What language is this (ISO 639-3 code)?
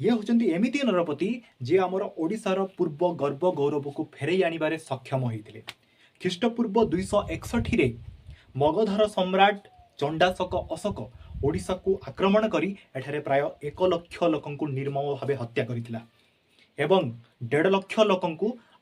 ori